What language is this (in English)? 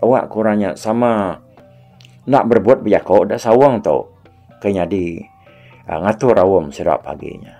Iban